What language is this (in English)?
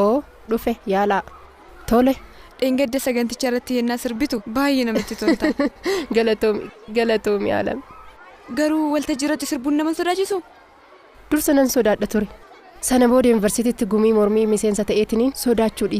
Oromo